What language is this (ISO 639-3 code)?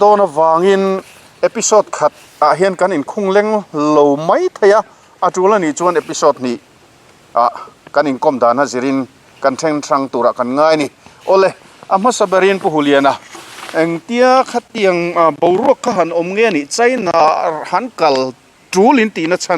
lus